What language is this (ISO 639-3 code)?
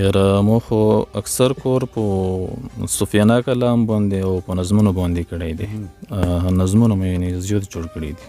pus